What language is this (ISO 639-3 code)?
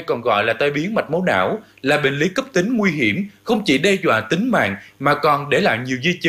vie